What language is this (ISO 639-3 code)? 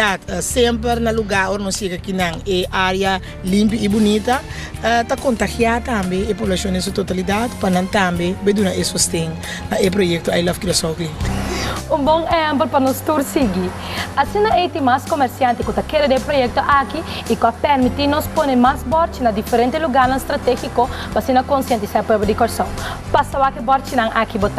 pap